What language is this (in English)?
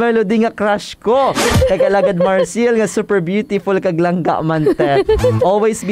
Hiligaynon